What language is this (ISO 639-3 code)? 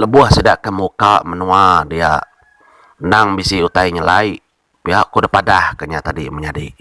iba